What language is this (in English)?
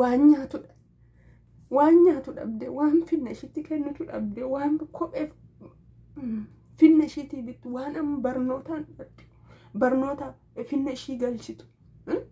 Oromo